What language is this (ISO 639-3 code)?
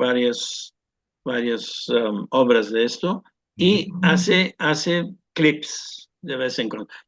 lad